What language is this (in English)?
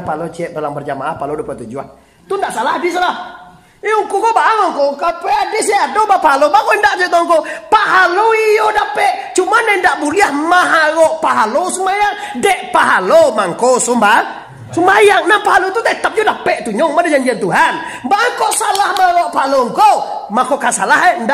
Minangkabau